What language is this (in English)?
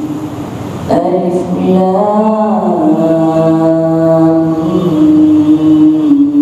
Urdu